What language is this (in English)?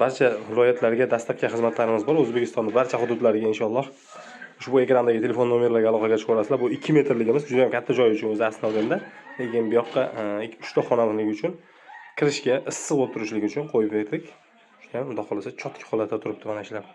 Uzbek